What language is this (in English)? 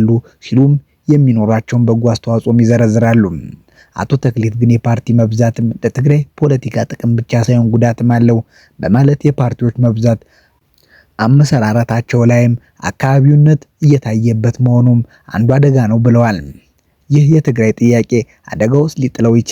Amharic